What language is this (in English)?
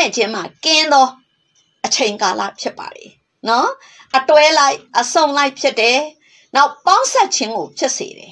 Burmese